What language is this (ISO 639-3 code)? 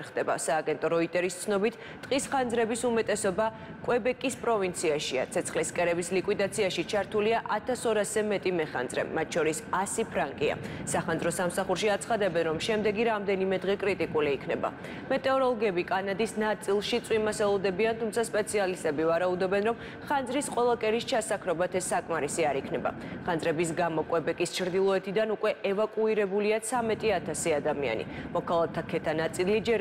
kat